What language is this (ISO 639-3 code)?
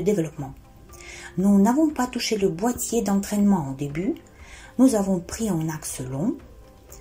fra